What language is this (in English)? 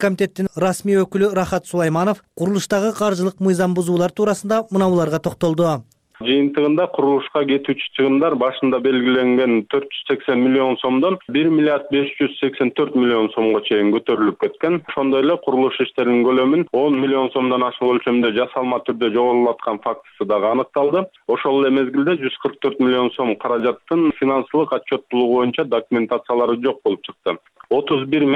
Kyrgyz